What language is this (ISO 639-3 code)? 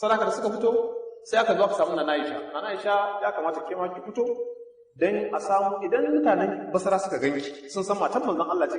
hau